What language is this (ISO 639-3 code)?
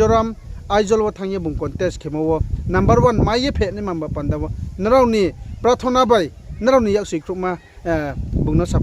ria